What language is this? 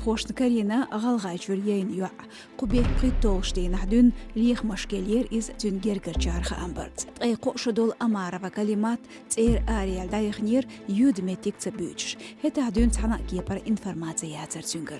Chechen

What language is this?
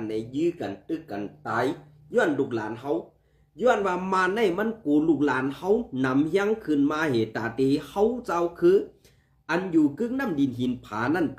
Shan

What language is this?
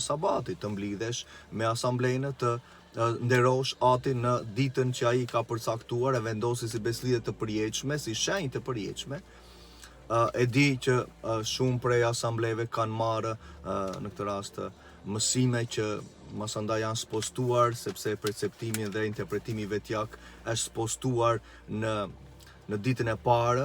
Albanian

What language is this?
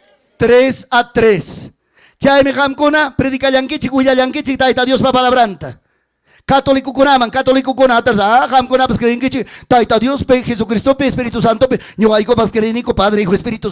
Ayacucho Quechua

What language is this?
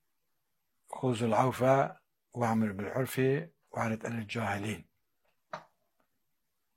Turkish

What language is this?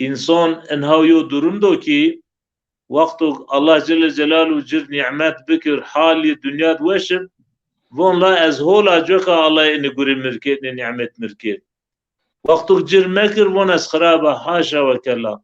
Zaza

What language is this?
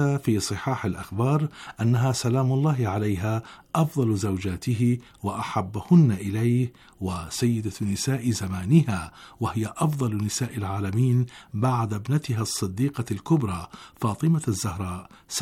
Arabic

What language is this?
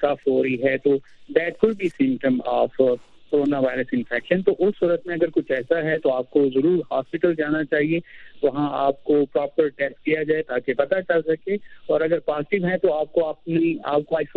Urdu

